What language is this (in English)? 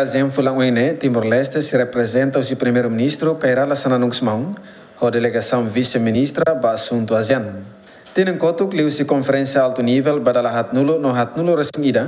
Tetum